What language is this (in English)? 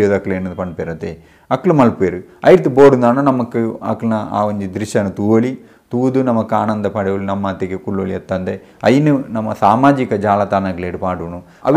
Tulu